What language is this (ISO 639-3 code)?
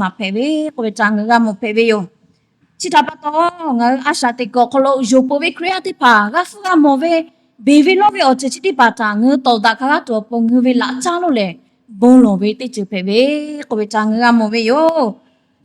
lhu